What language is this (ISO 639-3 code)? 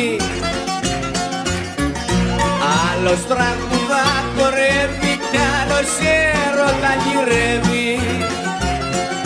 ell